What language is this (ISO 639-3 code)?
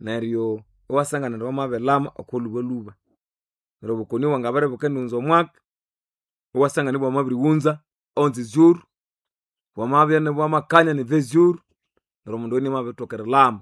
nnb